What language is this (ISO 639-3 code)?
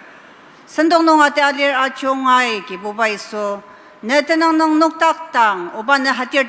njo